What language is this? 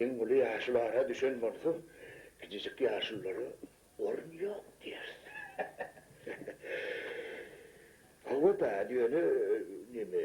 Turkmen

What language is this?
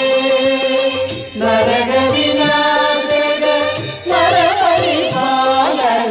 Malayalam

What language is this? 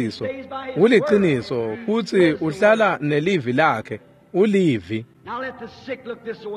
Swati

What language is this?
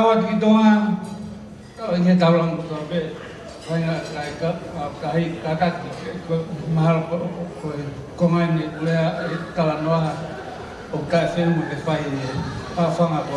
Tongan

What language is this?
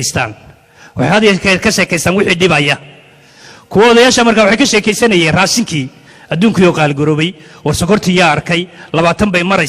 Somali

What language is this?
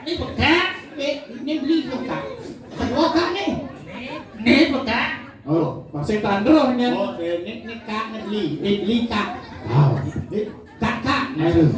Balinese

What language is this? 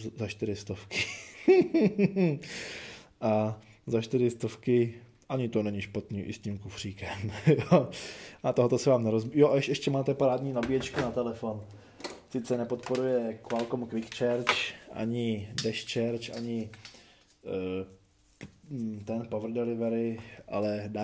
Czech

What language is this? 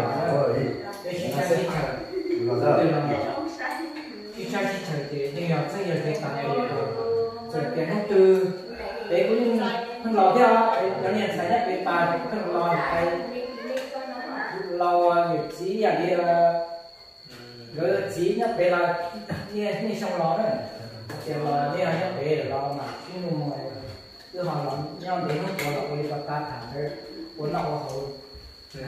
Vietnamese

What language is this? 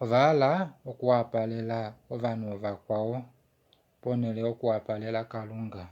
Kuanyama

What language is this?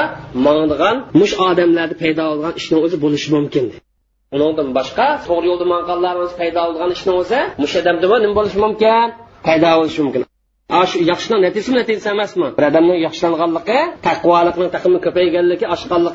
Uyghur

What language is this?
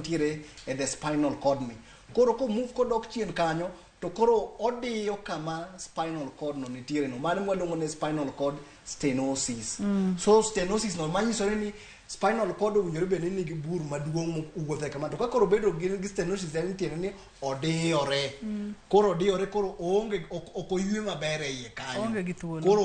Luo (Kenya and Tanzania)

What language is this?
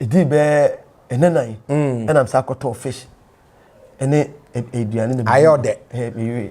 Akan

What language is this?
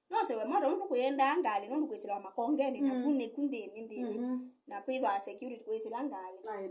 Kamba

